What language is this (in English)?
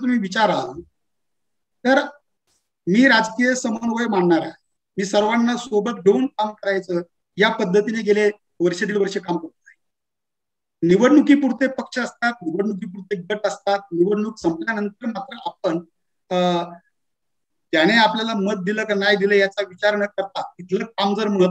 Marathi